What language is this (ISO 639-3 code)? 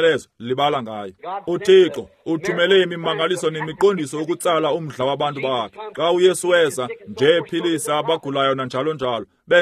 xho